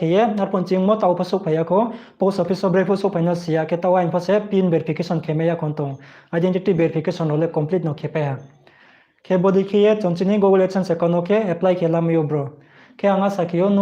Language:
Riang (India)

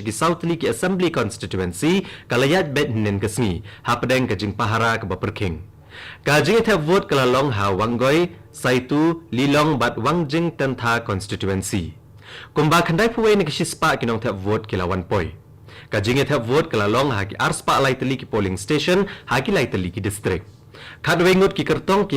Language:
Khasi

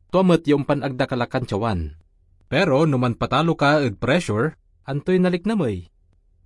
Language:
Pangasinan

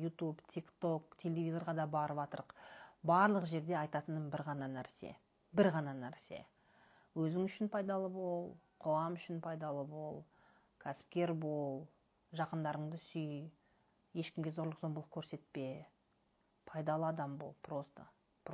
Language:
Kazakh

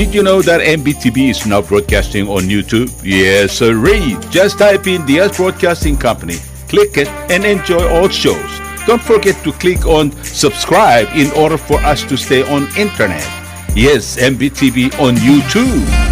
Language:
Palauan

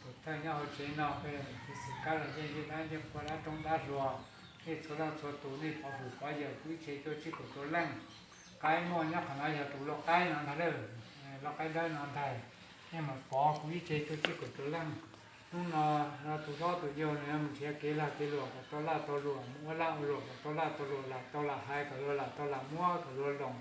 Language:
Hmong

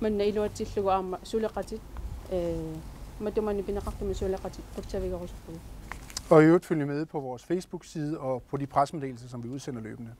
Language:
Kalaallisut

